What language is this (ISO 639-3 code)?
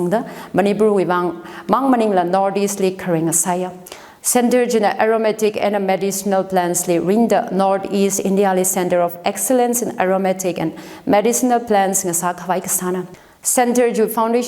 nmf